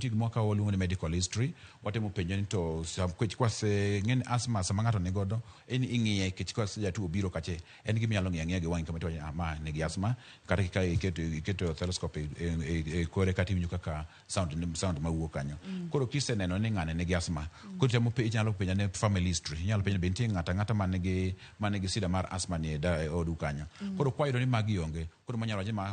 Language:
Luo (Kenya and Tanzania)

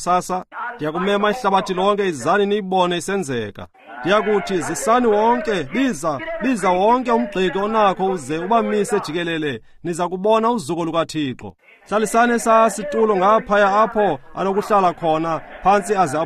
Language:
Xhosa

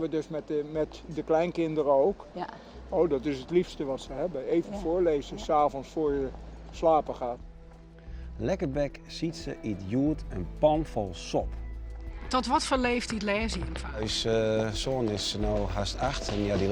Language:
Western Frisian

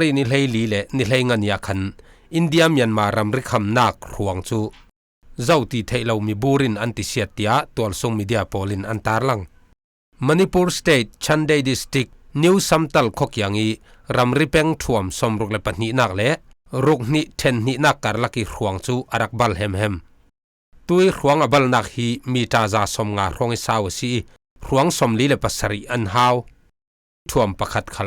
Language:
Falam Chin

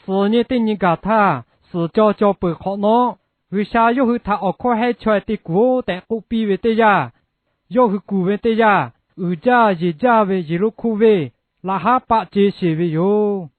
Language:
Lahu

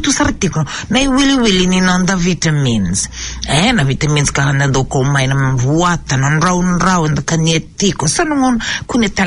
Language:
Fijian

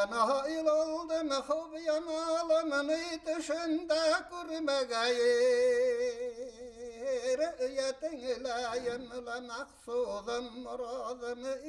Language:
Bashkir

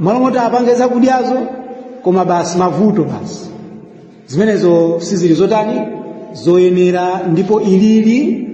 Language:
Nyanja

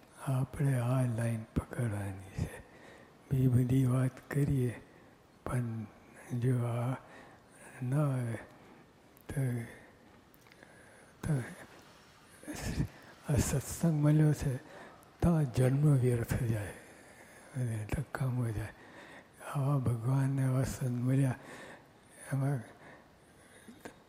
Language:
Gujarati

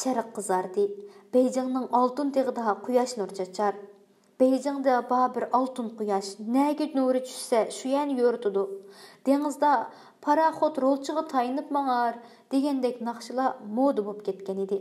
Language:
Uyghur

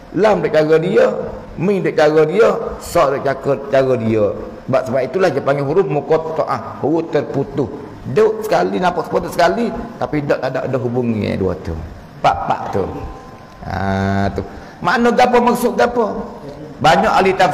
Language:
Malay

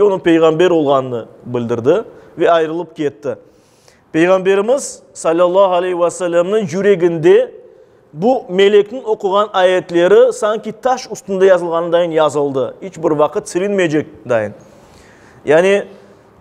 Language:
Crimean Tatar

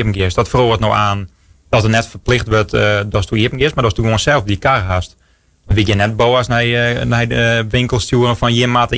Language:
Western Frisian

